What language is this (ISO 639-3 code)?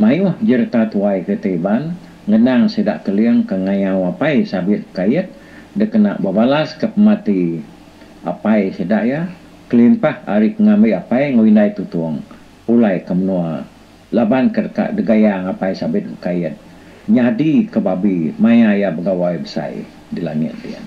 iba